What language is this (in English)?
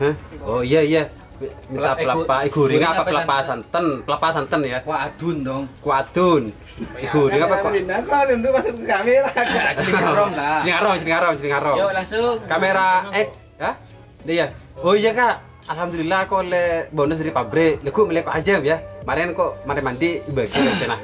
Madurese